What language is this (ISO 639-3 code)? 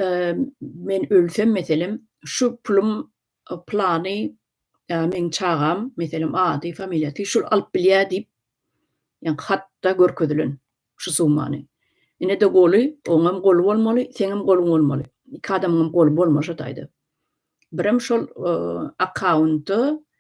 tuk